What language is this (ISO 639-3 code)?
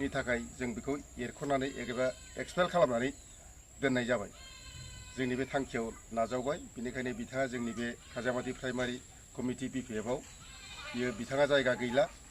brx